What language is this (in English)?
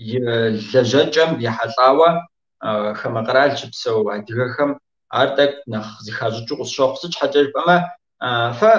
Kabardian